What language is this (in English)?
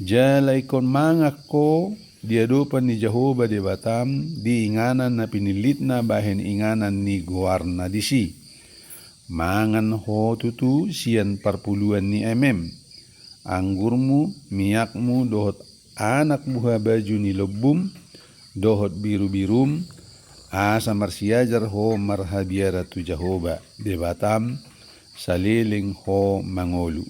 Batak Toba